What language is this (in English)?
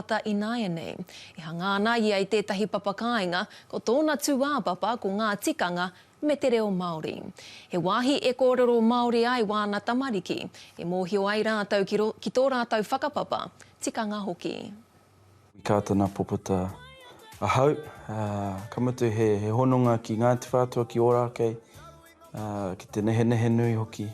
Māori